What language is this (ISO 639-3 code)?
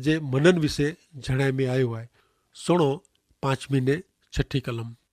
kfr